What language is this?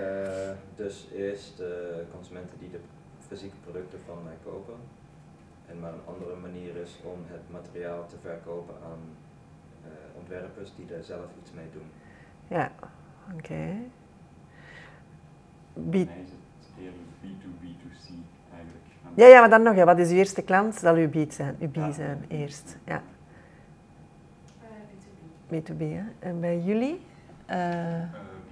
Dutch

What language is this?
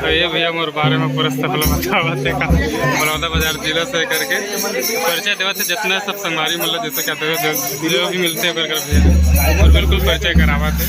Chhattisgarhi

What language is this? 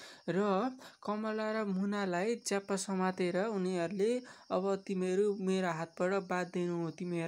Nepali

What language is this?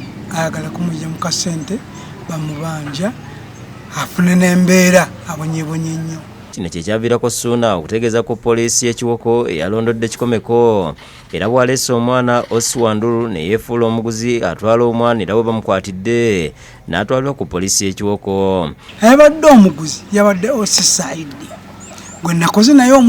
Ganda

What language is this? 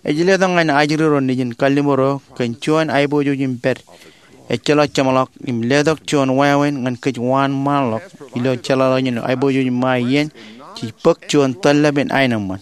Marshallese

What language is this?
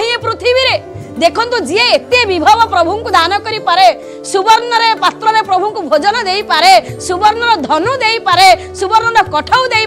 Odia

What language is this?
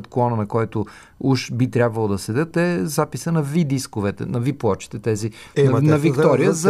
Bulgarian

